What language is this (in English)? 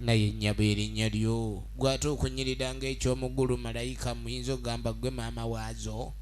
Soga